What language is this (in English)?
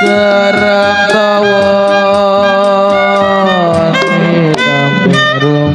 Betawi